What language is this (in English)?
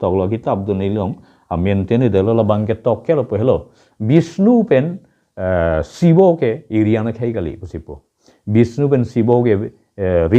Karbi